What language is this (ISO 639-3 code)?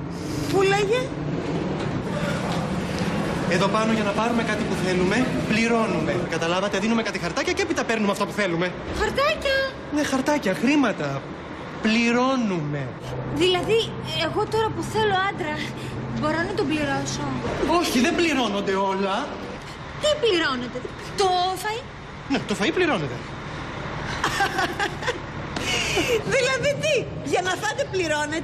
ell